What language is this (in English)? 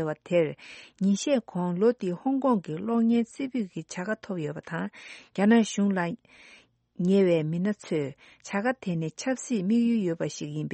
Tibetan